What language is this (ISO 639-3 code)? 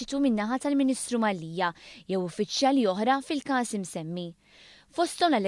mlt